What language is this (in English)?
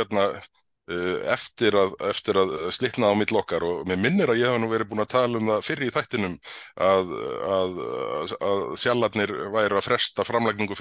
Icelandic